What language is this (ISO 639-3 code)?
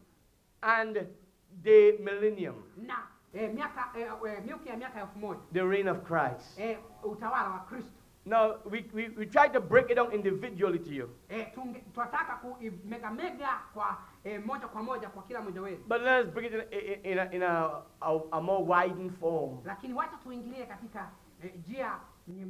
swa